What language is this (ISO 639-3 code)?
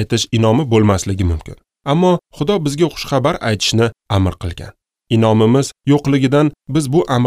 uzb